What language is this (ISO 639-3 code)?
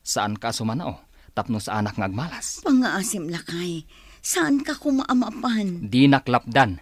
ilo